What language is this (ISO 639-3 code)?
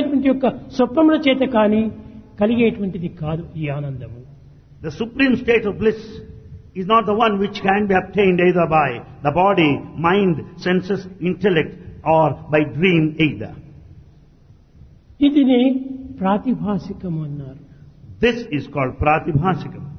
tel